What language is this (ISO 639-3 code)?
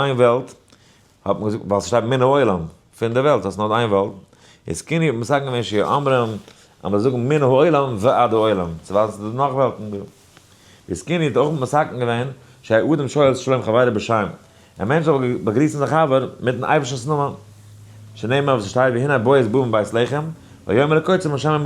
yid